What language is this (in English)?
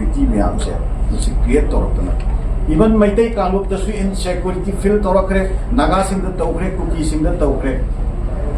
Manipuri